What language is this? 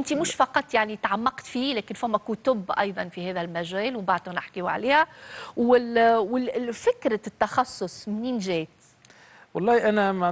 Tunisian Arabic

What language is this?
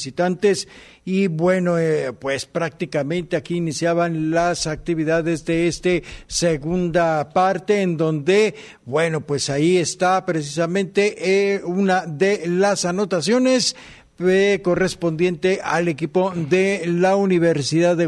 Spanish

